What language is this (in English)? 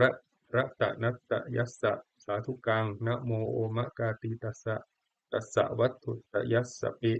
Pali